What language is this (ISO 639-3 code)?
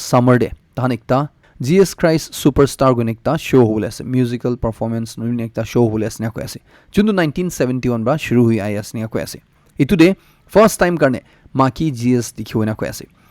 nag